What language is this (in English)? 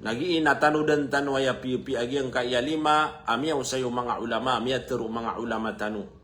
Maranao